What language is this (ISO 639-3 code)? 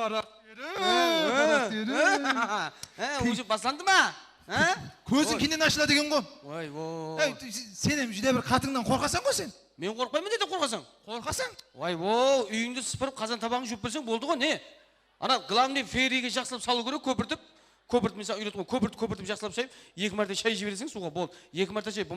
kaa